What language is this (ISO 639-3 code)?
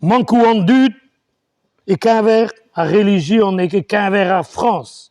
bre